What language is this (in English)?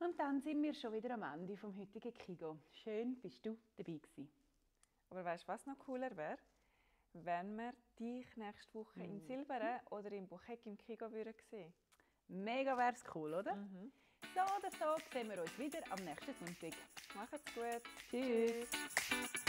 Swiss German